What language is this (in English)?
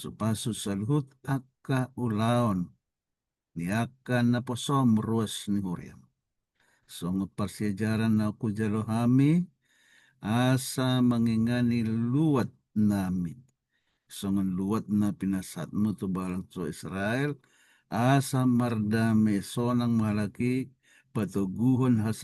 Batak Toba